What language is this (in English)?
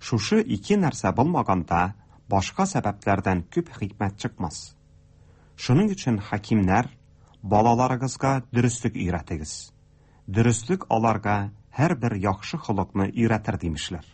Tatar